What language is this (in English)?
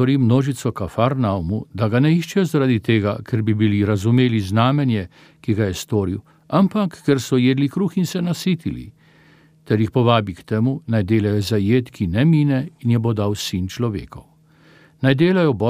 Slovenian